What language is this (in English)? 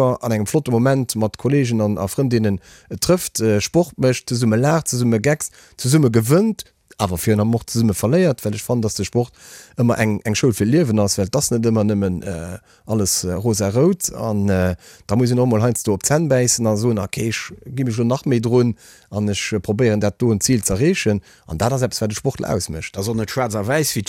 Luxembourgish